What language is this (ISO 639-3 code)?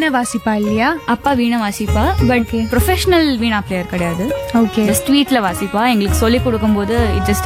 tam